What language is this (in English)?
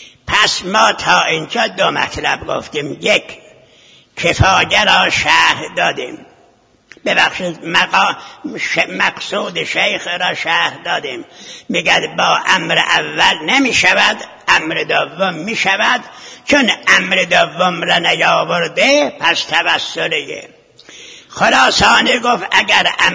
Persian